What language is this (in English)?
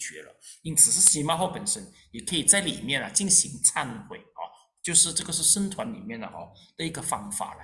Chinese